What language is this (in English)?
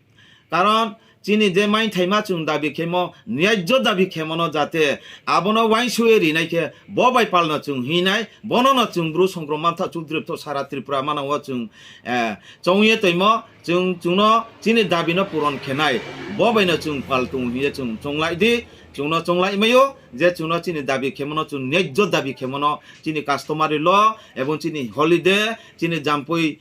Riang (India)